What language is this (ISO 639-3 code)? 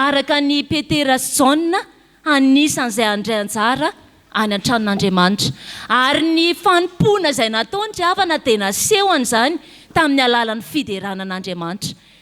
mlg